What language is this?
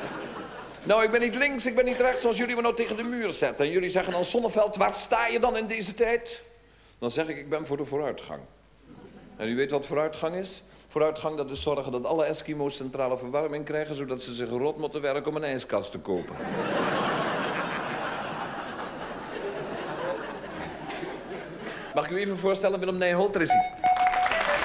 Dutch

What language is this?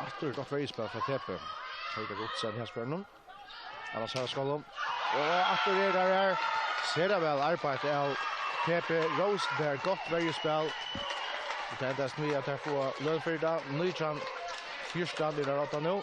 Faroese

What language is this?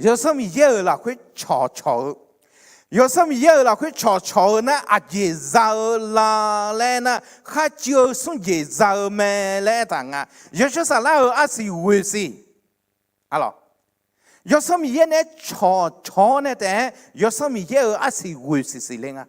Akha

